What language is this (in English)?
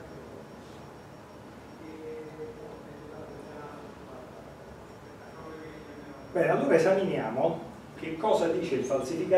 Italian